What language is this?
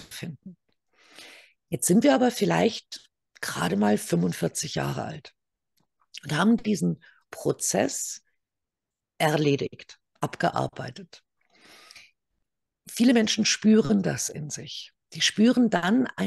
German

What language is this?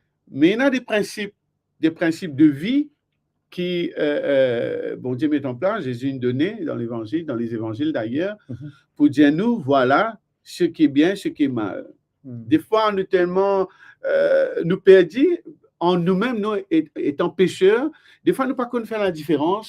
Morisyen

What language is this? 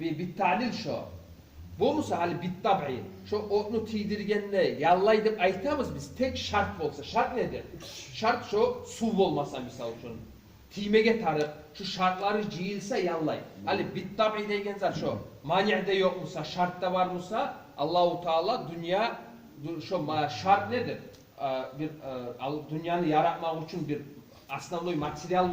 Kumyk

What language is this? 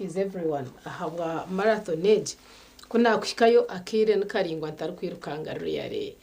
Nyankole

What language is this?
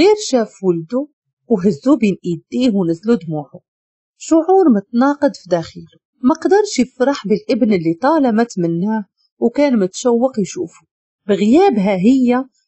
Moroccan Arabic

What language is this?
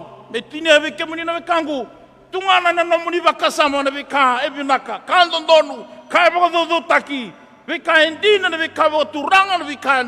Fijian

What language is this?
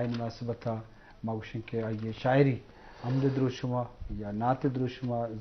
Eastern Balochi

